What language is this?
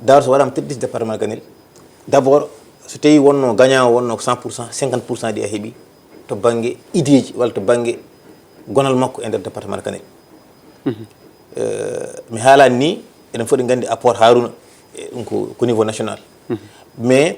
Fula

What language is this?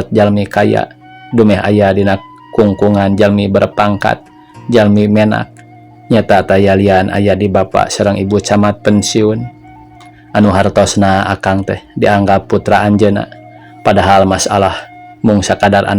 Sundanese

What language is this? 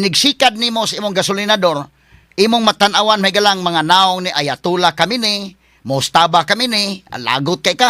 Cebuano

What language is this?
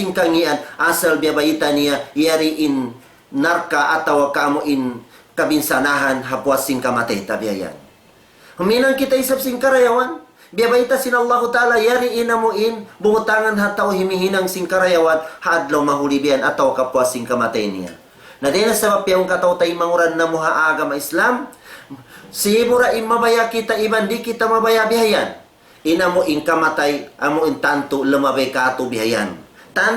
Tausug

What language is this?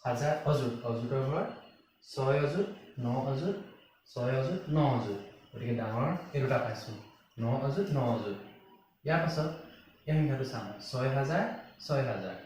Assamese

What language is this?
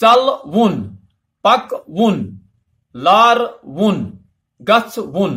Kashmiri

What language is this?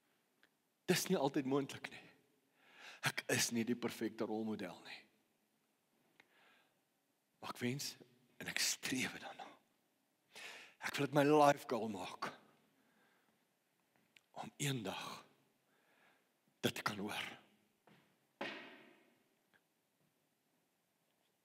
Afrikaans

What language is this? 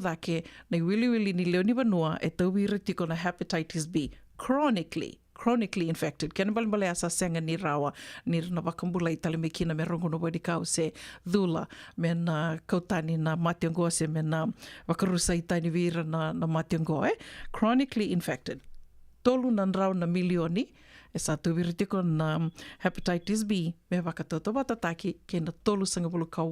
Fijian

